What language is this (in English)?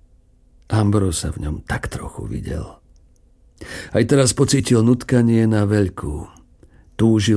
Slovak